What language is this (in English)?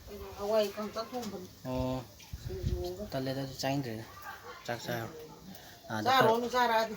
Manipuri